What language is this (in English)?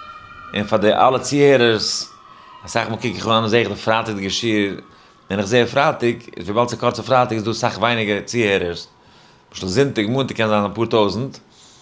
Yiddish